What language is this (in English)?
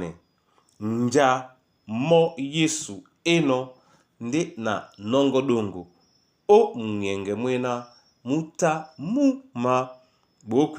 Duala